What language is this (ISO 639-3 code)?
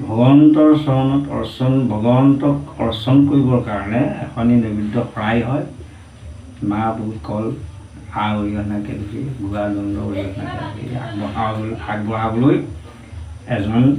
asm